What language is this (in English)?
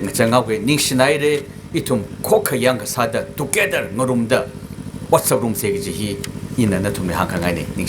Tangkhul Naga (India)